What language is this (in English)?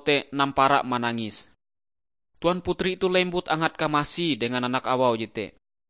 Ngaju